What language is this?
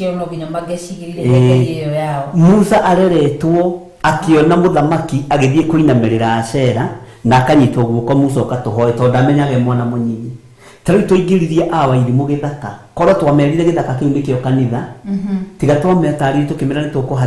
Kikuyu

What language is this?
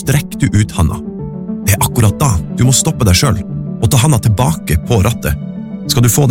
Norwegian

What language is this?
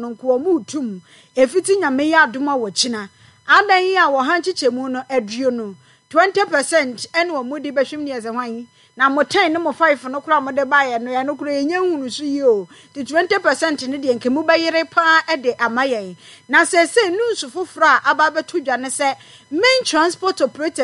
Akan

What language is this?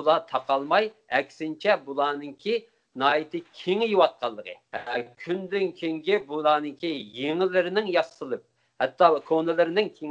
Uyghur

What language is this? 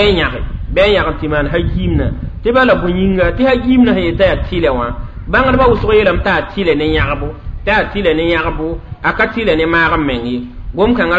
Mossi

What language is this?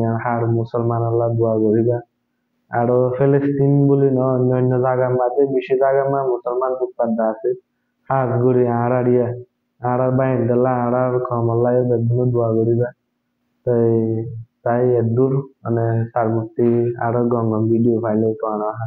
Rohingya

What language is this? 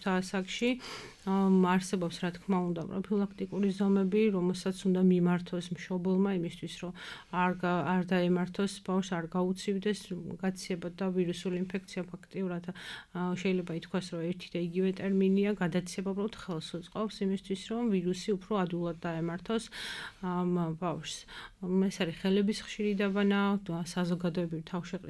Georgian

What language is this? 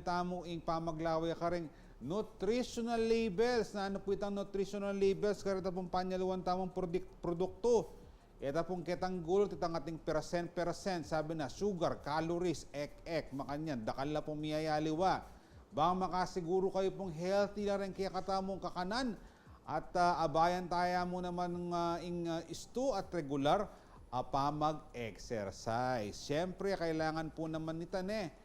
Pampanga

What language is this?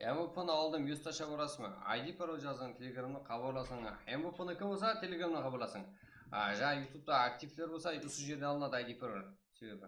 Kara-Kalpak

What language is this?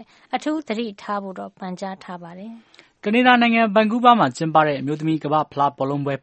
Burmese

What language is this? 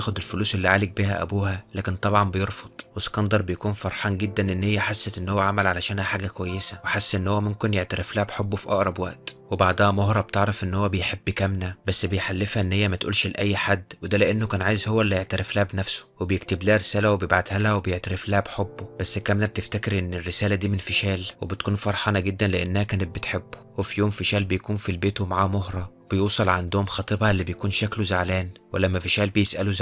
Egyptian Arabic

